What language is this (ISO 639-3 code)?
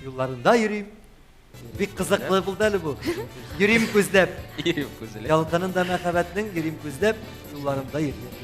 tat